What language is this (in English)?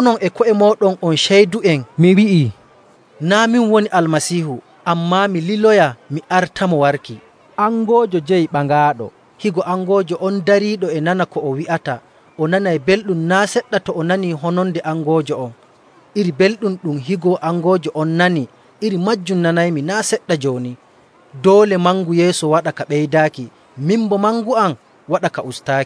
Nigerian Fulfulde